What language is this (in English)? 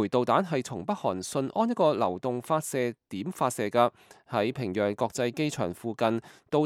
Cantonese